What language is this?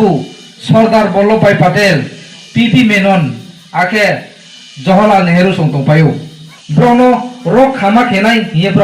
Riang (India)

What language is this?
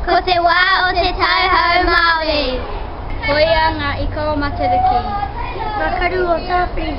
Māori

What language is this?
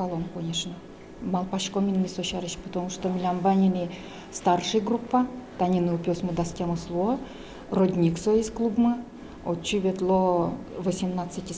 Udmurt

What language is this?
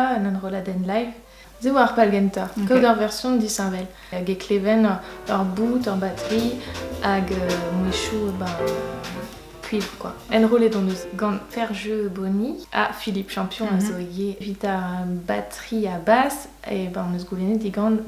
Breton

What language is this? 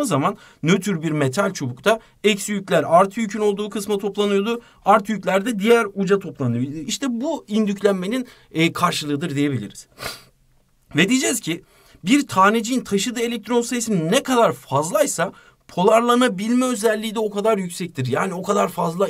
Turkish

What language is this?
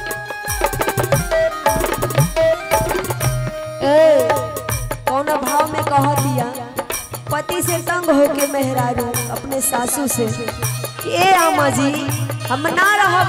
Bhojpuri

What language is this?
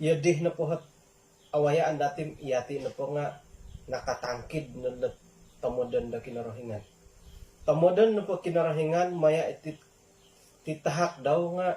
Central Dusun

